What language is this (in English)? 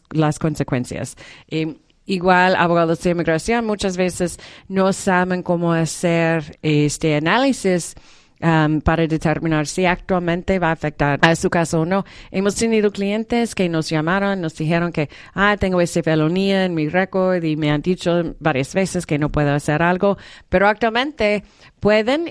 Spanish